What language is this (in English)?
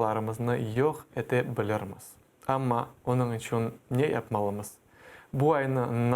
Crimean Tatar